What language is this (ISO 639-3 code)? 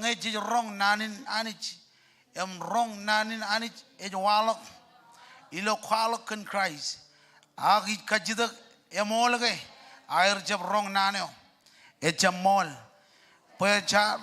mah